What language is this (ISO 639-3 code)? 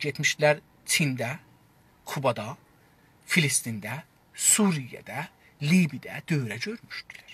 azb